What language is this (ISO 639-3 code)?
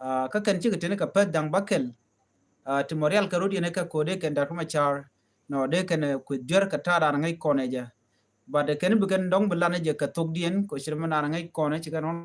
nus